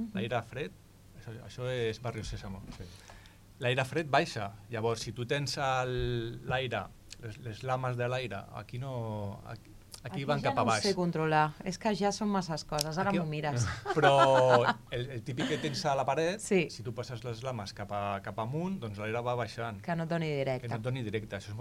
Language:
Catalan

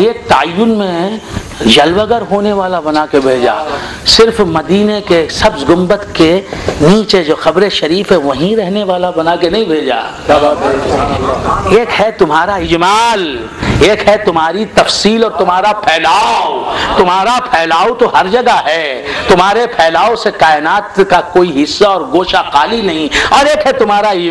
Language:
Urdu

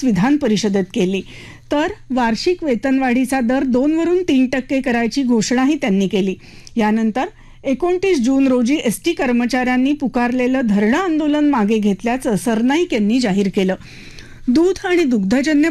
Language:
Marathi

